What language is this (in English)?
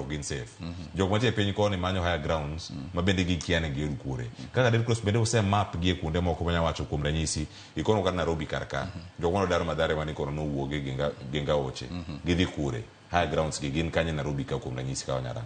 Luo (Kenya and Tanzania)